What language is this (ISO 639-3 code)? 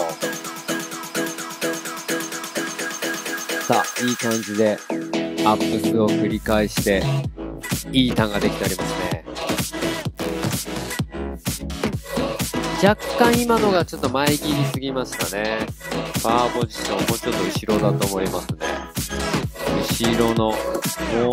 jpn